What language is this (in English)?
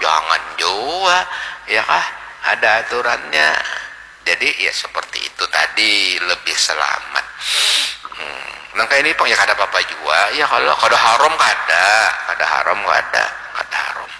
Banjar